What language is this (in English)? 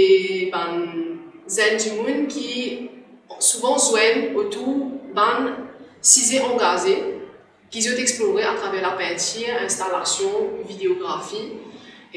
Morisyen